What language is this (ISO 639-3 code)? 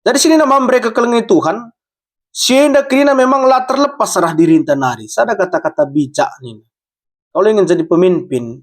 btx